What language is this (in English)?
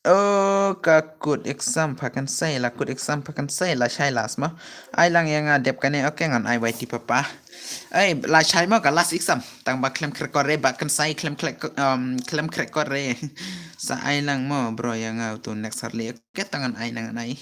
Khasi